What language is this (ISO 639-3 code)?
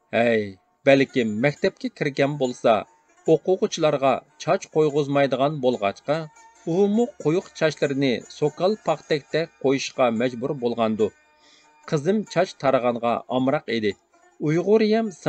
uig